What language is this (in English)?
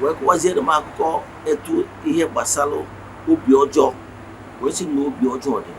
Igbo